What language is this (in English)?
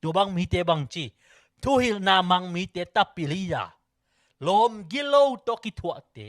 Tedim Chin